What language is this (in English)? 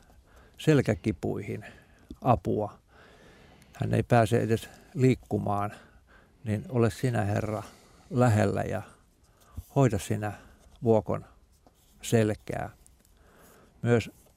Finnish